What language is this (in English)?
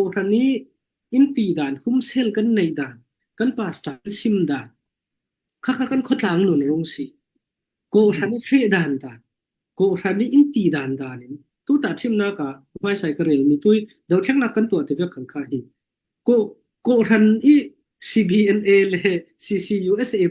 Falam Chin